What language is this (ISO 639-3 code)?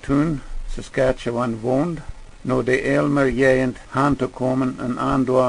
pdt